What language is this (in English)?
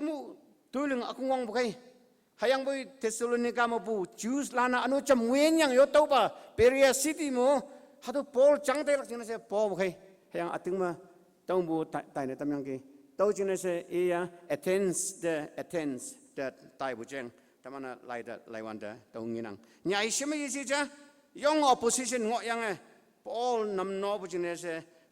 Konyak Naga